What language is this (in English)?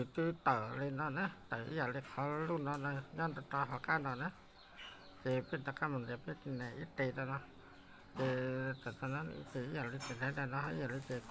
Hmong